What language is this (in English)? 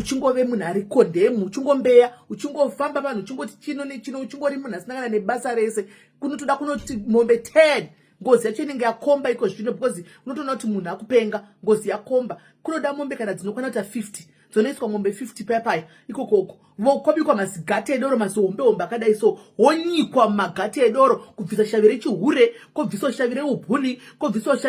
Shona